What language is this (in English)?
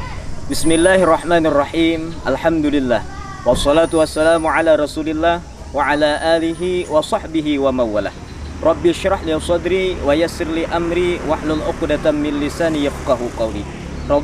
Banjar